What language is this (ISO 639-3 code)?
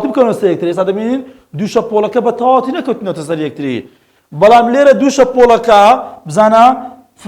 ckb